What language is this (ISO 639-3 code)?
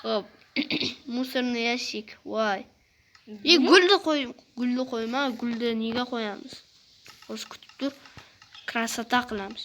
uzb